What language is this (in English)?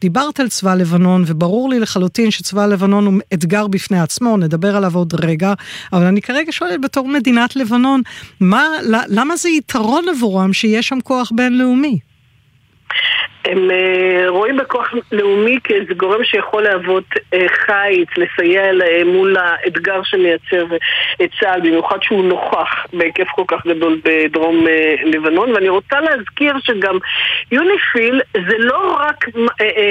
Hebrew